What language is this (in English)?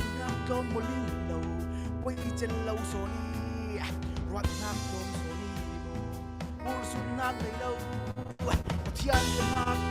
Falam Chin